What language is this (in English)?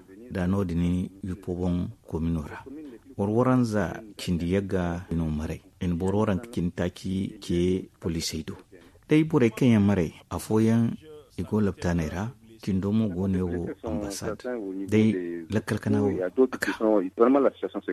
Zarma